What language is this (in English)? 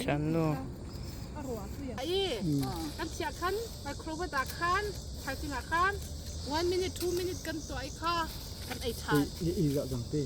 Mizo